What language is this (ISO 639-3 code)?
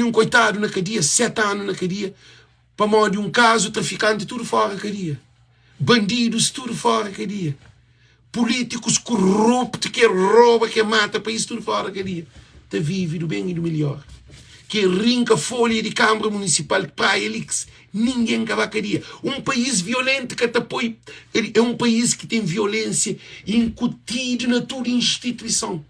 kea